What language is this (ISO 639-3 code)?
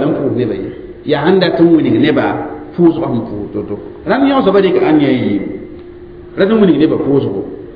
mos